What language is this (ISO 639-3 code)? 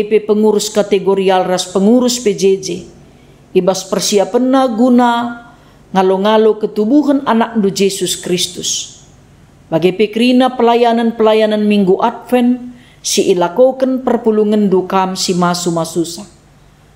btx